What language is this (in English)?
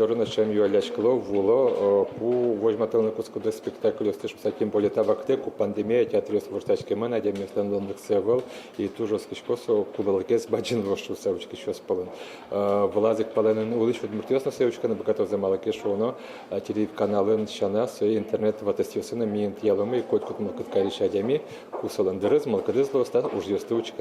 Udmurt